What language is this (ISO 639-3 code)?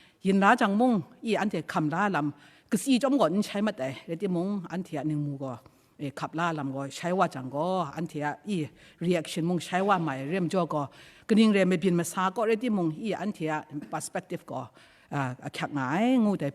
kac